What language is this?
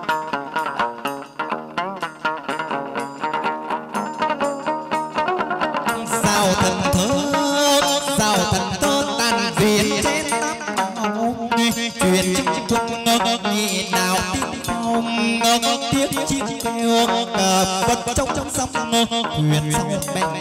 Vietnamese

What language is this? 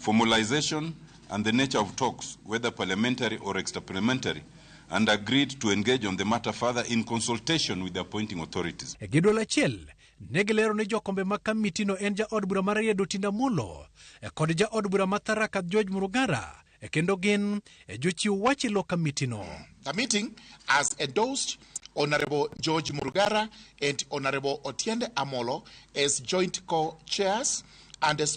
Luo (Kenya and Tanzania)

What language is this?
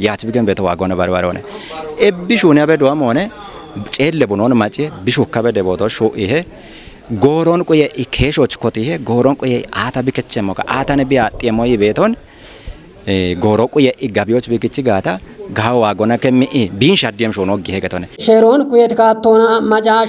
Kafa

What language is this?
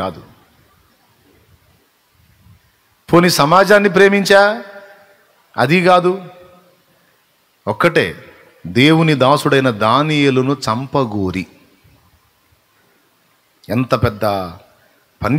Telugu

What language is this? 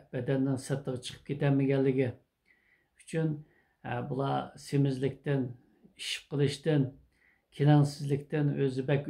Uyghur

